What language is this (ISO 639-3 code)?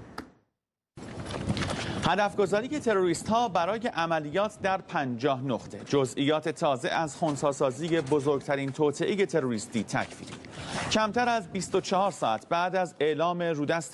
fas